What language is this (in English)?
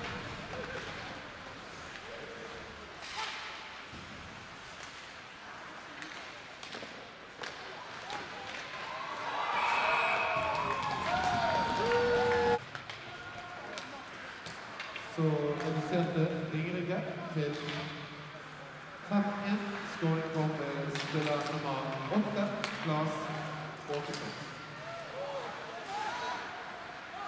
Norwegian